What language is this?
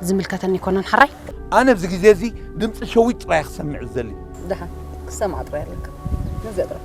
Tigrinya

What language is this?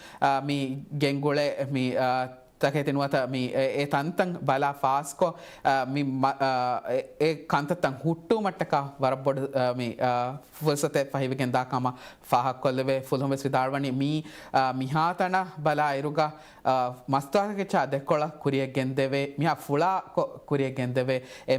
Divehi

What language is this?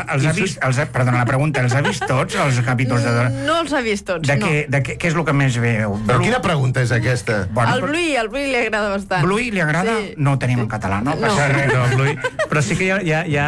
Catalan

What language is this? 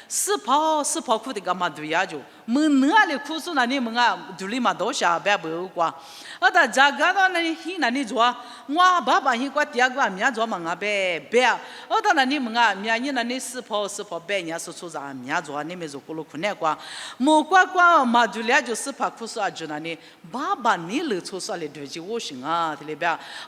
Lisu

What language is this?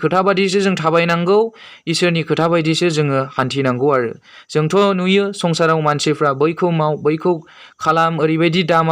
Bodo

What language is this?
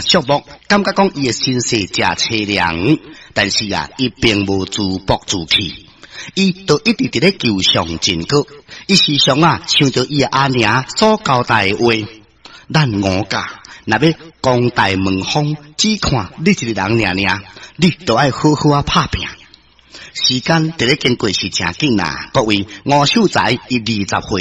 Min Nan Chinese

